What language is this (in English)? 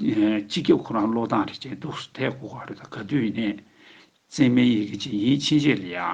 Tibetan